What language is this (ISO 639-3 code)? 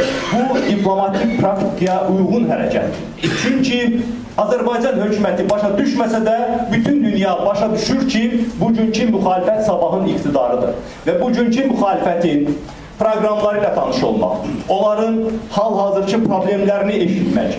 aze